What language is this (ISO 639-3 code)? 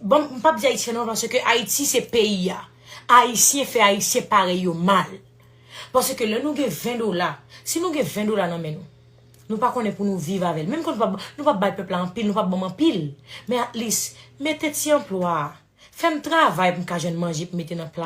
hat